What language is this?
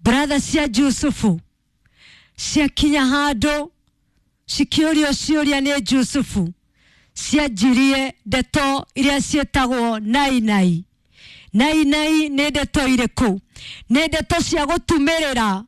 Kikuyu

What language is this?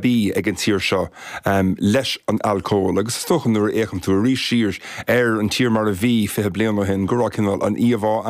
Irish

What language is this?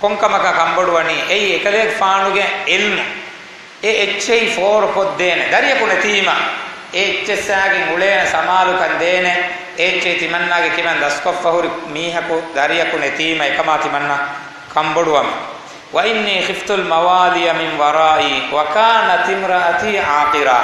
Divehi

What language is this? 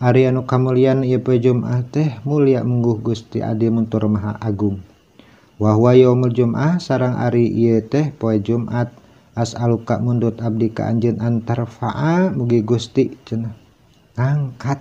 Sundanese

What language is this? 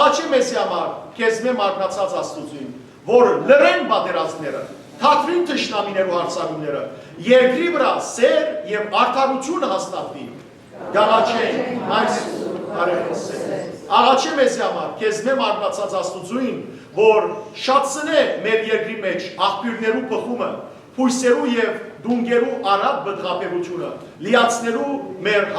Western Armenian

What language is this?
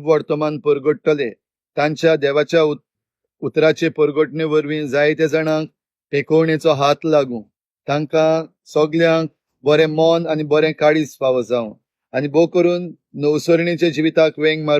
Konkani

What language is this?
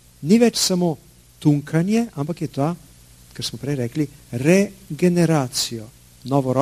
Slovenian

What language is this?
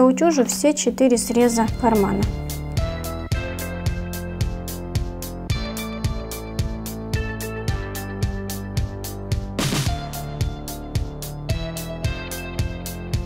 Russian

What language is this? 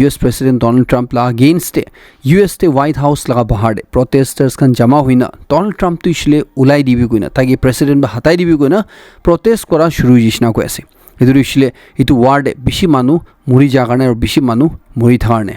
Naga Pidgin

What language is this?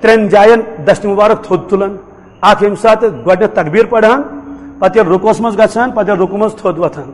Kashmiri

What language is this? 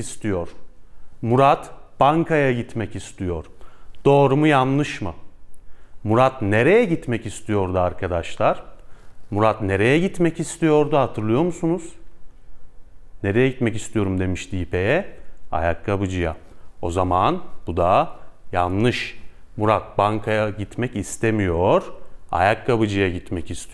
Turkish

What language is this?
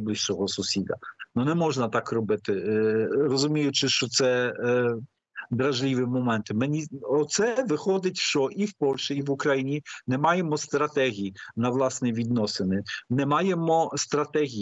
Ukrainian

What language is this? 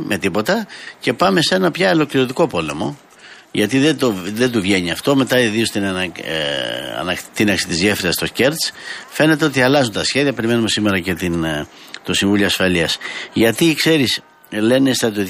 Greek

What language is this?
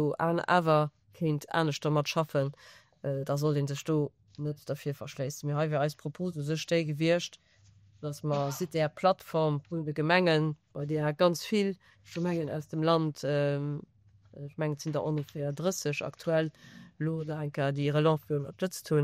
Luxembourgish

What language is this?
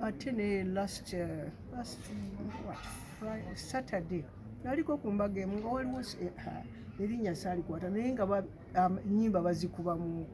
Ganda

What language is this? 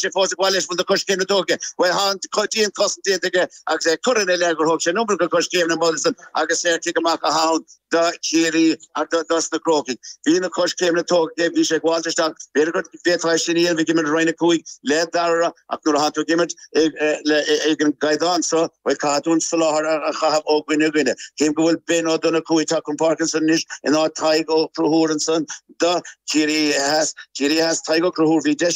Irish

